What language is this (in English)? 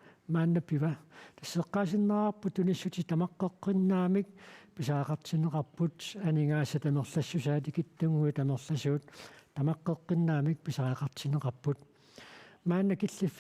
Kalaallisut